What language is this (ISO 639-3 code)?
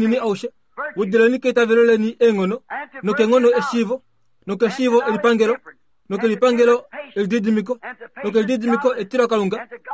kua